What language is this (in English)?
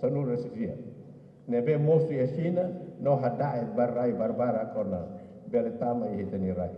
Tetum